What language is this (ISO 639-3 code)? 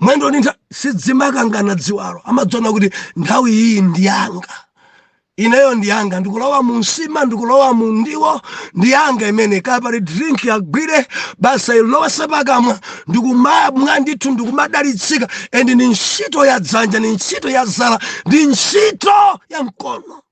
nya